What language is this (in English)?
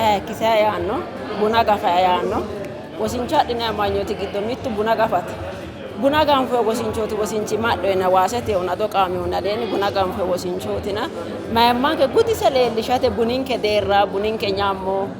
Sidamo